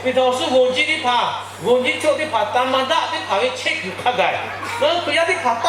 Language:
Lahu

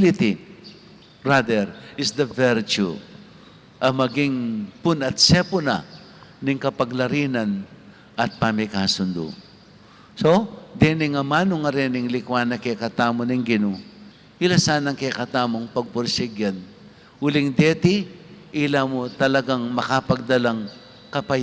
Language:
Pampanga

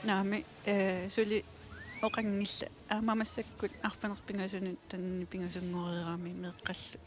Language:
Kalaallisut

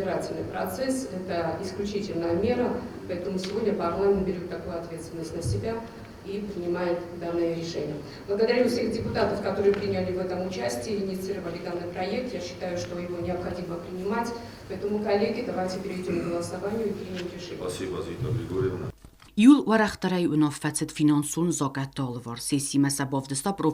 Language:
Ossetic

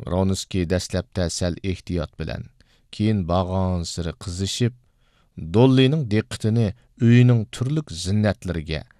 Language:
Uyghur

